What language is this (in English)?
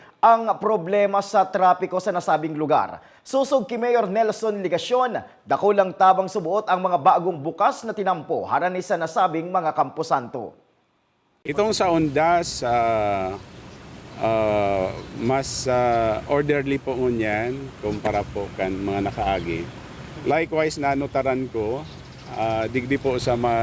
Bikol